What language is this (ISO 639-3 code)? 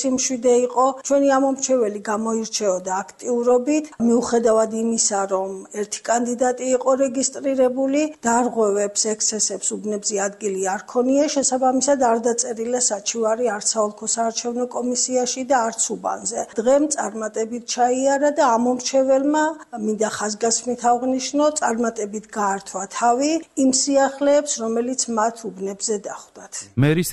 kat